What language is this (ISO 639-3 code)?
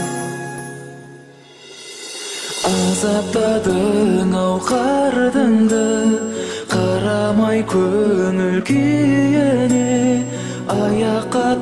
kaz